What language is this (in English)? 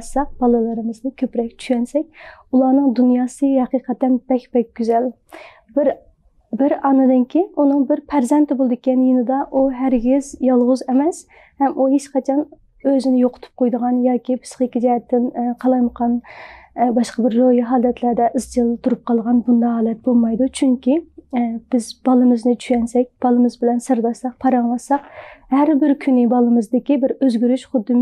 Uyghur